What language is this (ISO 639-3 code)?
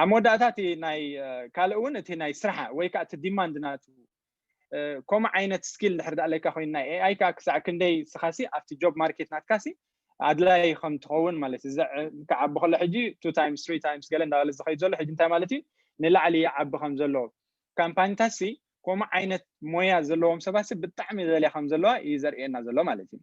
tir